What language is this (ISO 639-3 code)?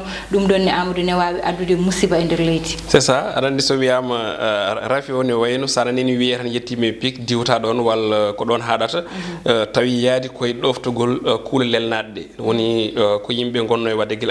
ful